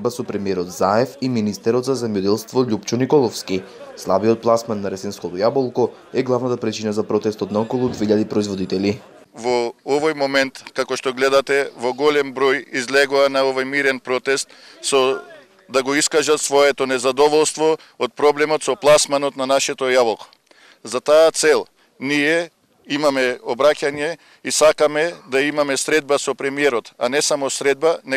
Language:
Macedonian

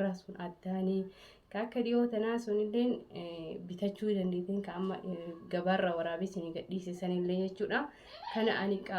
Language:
Oromo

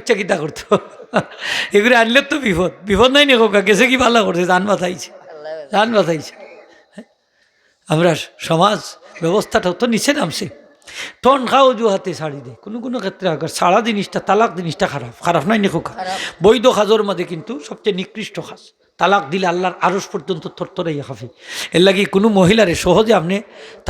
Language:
Sylheti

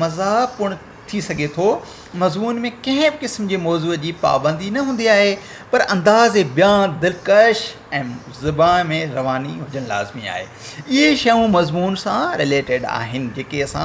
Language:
Sindhi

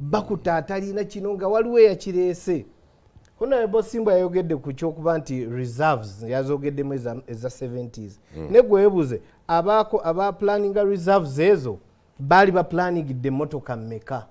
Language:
Ganda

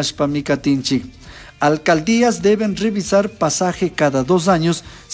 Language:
Chimborazo Highland Quichua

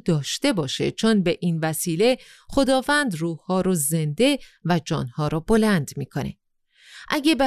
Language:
Persian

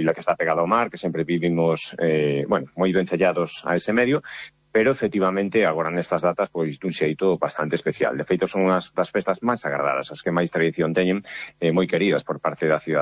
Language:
Galician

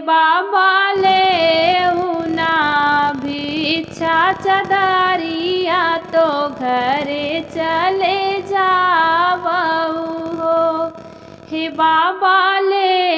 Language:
Bhojpuri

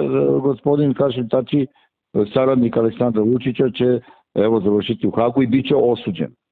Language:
Serbian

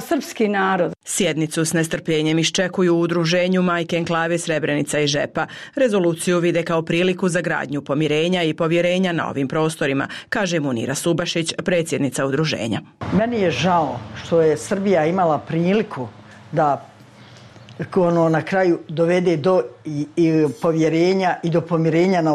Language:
Bosnian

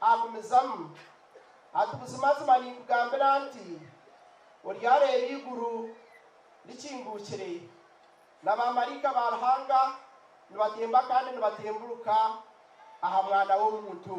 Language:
Nyankole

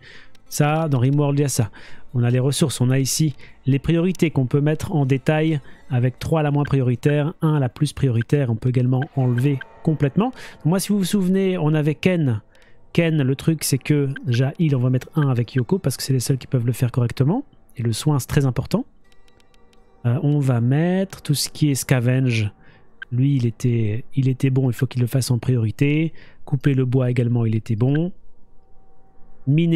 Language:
French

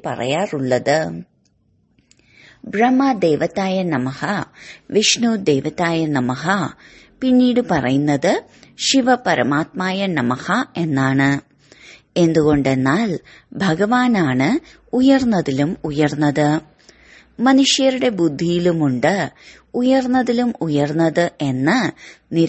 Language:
Malayalam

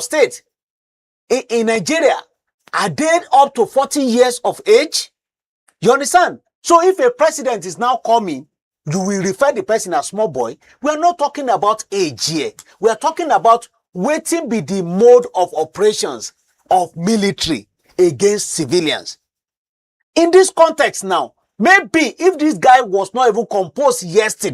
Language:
Nigerian Pidgin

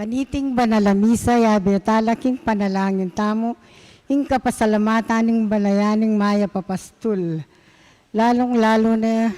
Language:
Pampanga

